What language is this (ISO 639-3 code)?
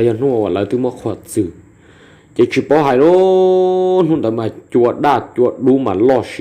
hmn